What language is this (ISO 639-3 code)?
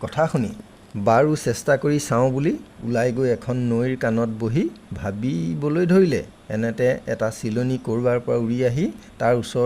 asm